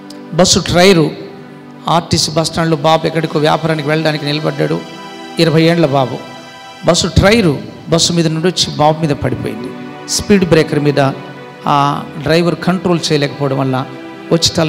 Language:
Telugu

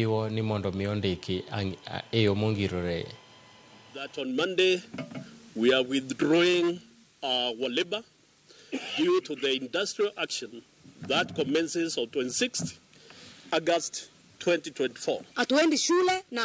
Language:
Luo (Kenya and Tanzania)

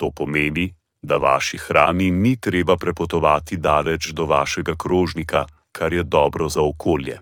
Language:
Slovenian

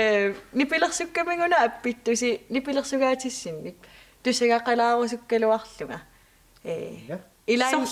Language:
Kalaallisut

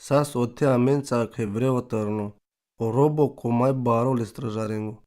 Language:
Romany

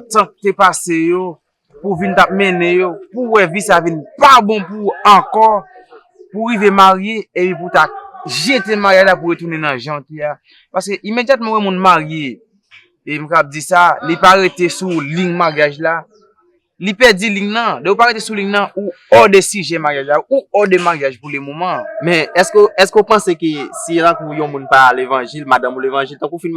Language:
Haitian Creole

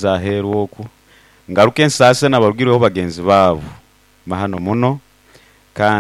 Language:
Nyoro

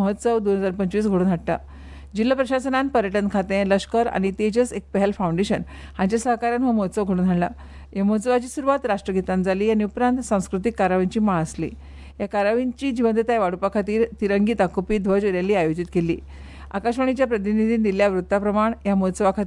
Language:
Konkani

